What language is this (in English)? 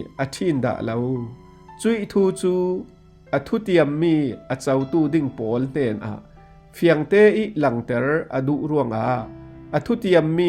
Falam Chin